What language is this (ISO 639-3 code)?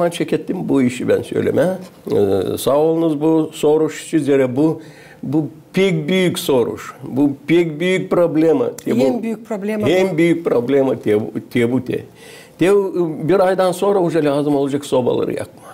gag